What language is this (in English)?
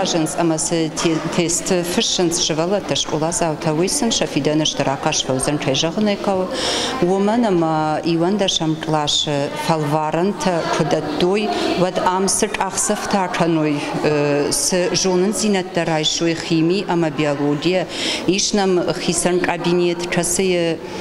Ossetic